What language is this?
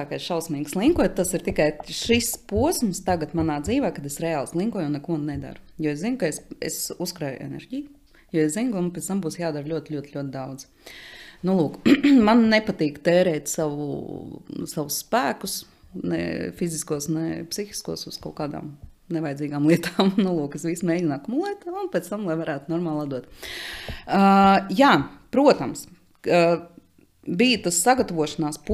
Latvian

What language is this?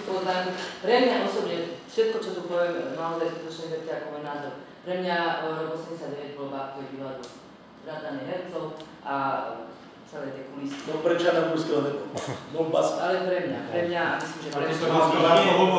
Slovak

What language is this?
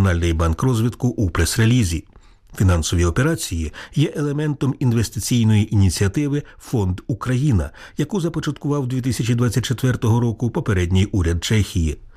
Ukrainian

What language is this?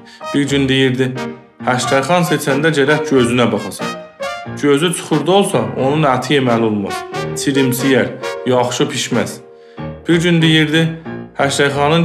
South Azerbaijani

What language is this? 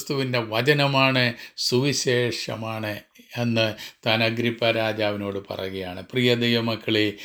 Malayalam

